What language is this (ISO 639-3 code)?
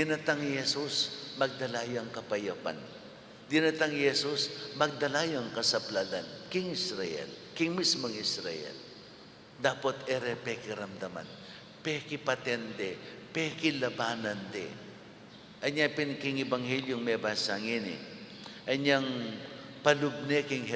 pam